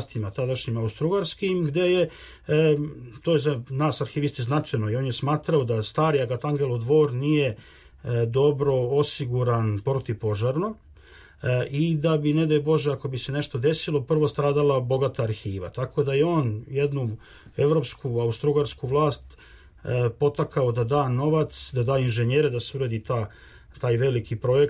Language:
Serbian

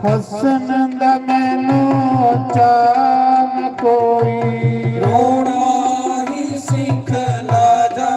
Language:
Dogri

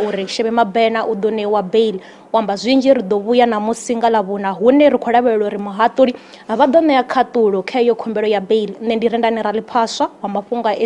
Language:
Venda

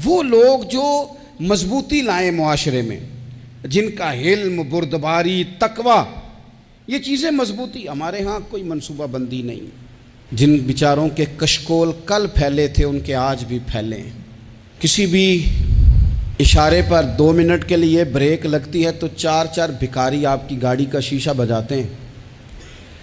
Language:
Urdu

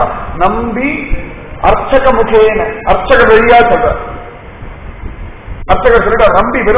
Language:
Tamil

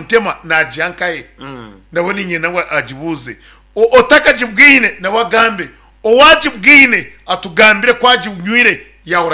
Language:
Nyankole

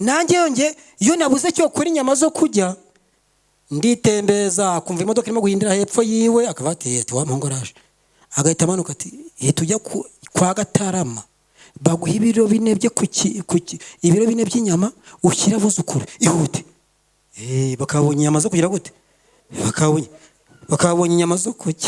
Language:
Kinyarwanda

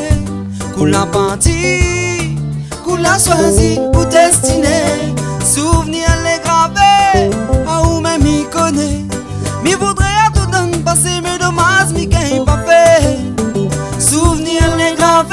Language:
Réunion Creole French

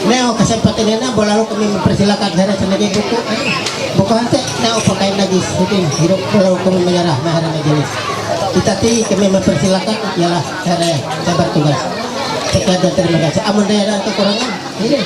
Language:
Ma'anyan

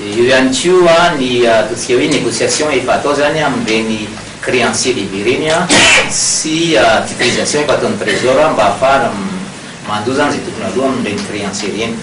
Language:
Malagasy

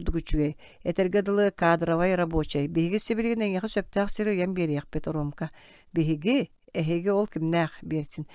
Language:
Yakut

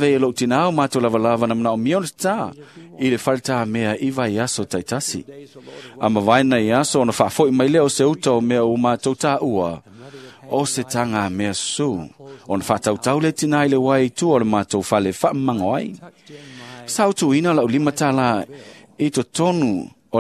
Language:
Samoan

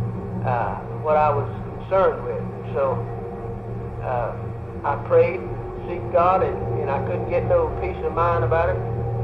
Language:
English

